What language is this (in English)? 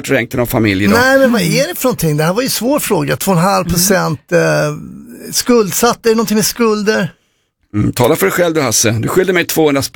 Swedish